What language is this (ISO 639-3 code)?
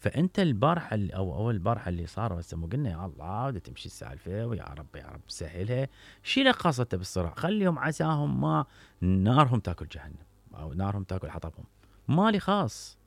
acm